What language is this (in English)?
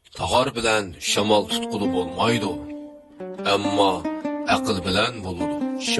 Uyghur